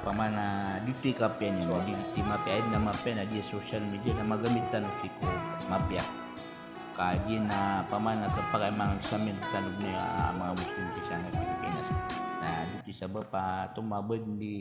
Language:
Maranao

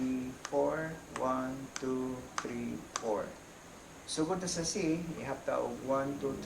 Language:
Cebuano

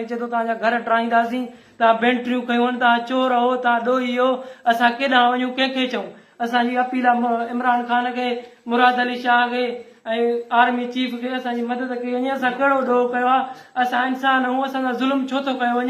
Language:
Sindhi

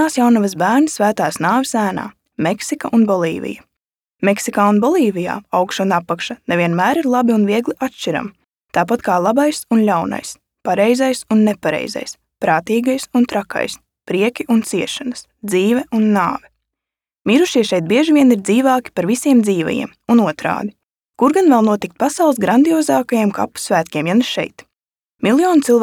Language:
Latvian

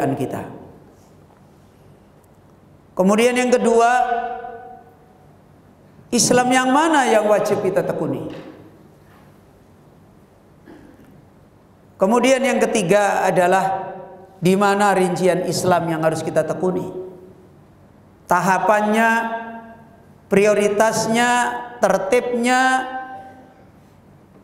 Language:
Indonesian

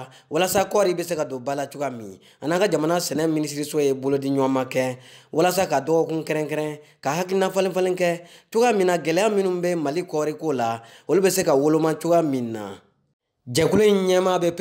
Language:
Bambara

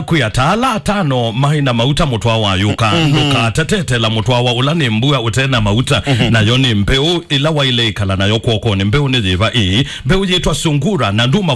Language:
Kamba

